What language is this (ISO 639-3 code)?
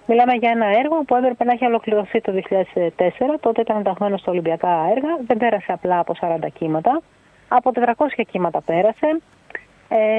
ell